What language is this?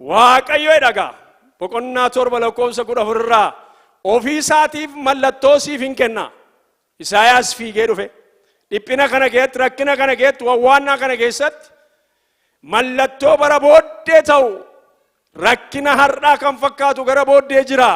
Oromo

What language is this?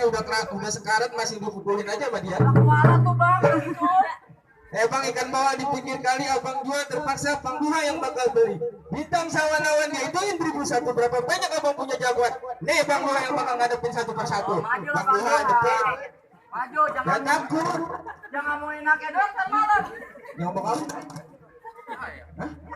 Betawi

